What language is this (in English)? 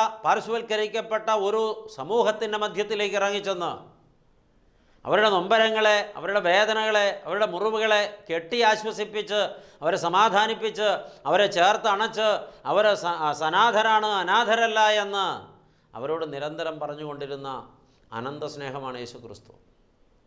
Malayalam